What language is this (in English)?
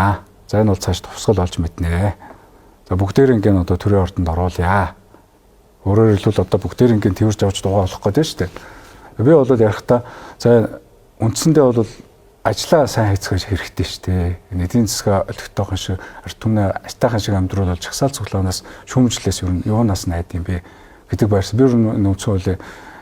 Mongolian